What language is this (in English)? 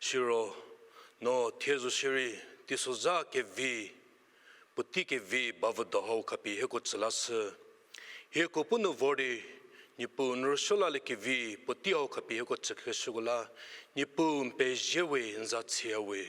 Angami Naga